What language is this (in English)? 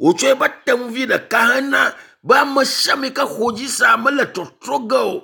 Ewe